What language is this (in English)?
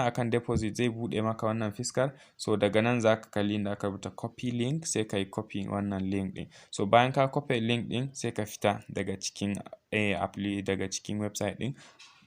Hausa